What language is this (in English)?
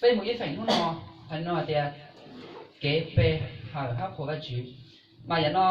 Hmong